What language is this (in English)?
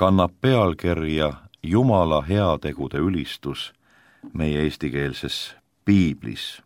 Estonian